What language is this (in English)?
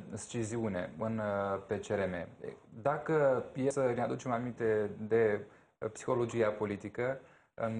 Romanian